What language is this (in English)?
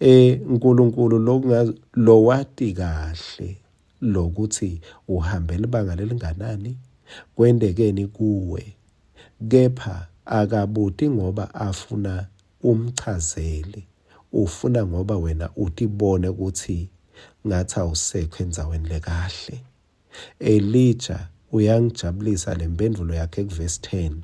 Swati